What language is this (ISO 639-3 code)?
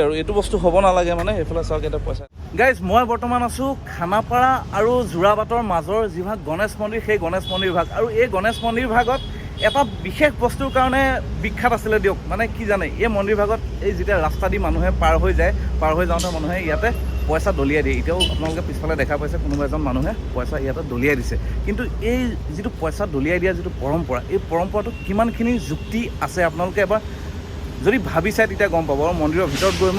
asm